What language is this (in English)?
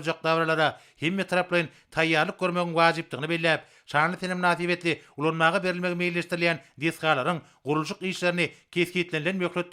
Turkmen